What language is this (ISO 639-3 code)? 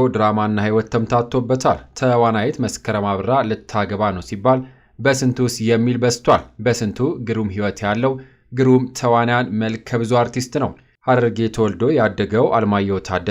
amh